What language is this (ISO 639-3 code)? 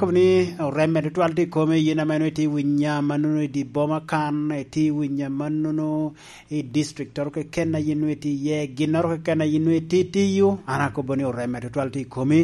laj